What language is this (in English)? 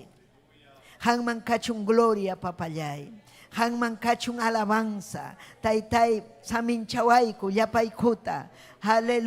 Ayacucho Quechua